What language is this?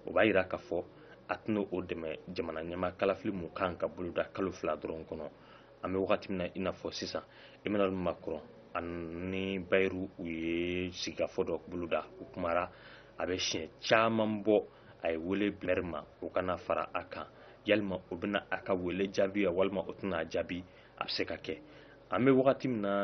Bambara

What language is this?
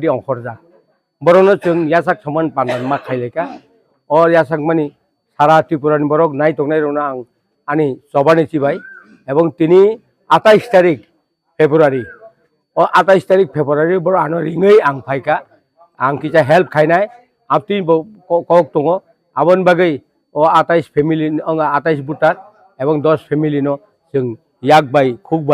Kok Borok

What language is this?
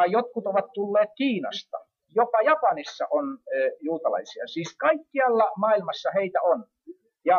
Finnish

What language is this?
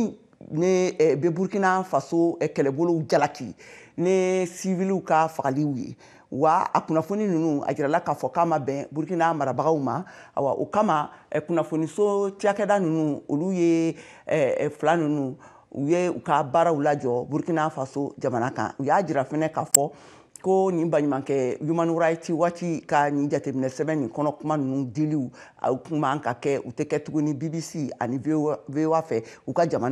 Bambara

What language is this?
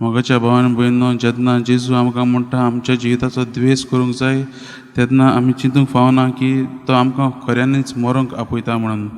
Konkani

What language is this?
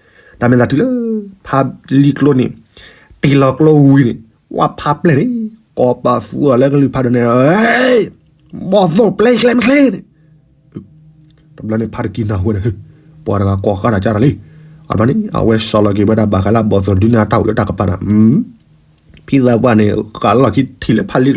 S'gaw Karen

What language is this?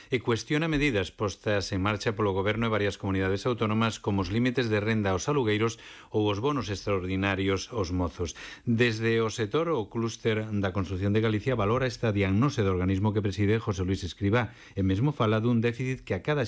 Galician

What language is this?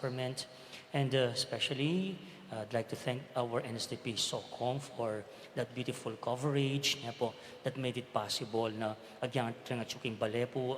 Pampanga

